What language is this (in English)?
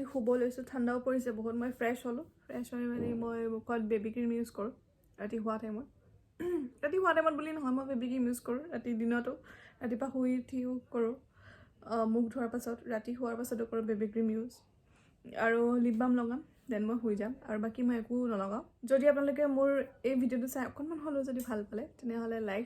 Assamese